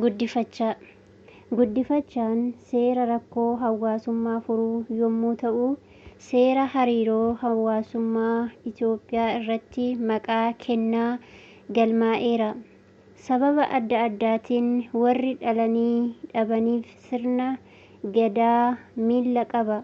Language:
Oromo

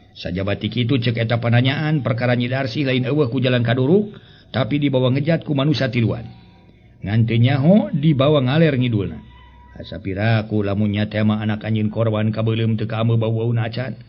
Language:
Sundanese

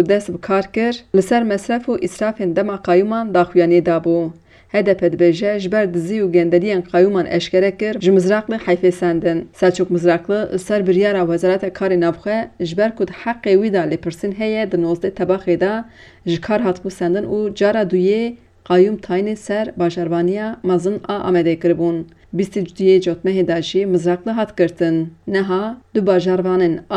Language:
Kurdish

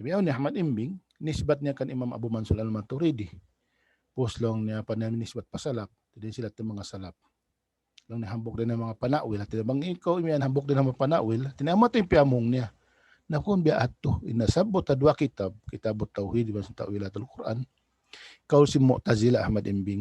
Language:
Tausug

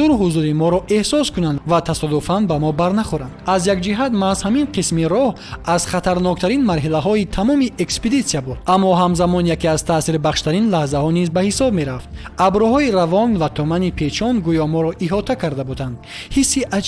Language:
Tajik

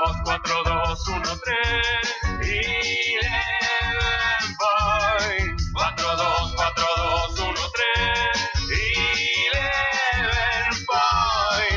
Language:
Spanish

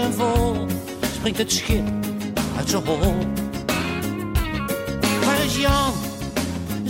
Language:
Dutch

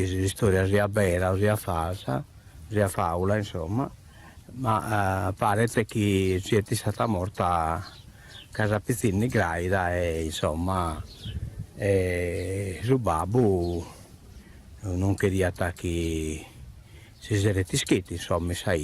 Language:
Sardinian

